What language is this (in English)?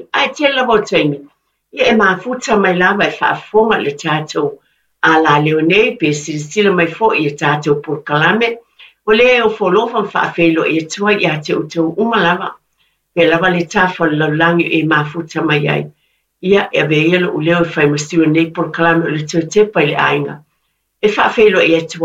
Samoan